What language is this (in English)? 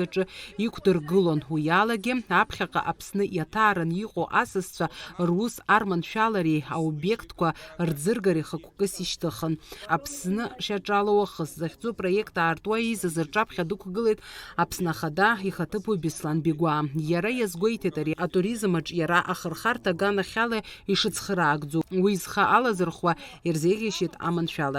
Abkhazian